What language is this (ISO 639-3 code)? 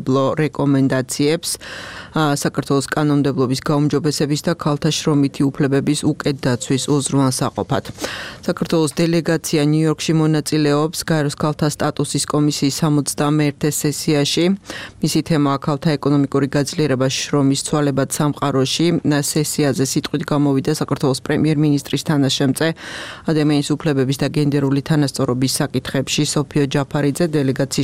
kat